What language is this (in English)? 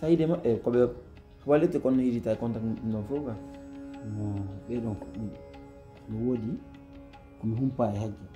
Pular